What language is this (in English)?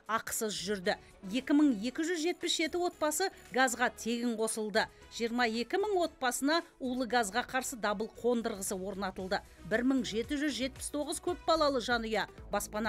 Kazakh